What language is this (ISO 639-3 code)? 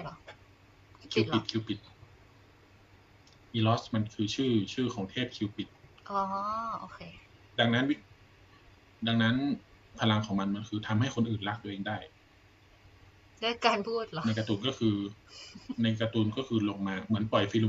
tha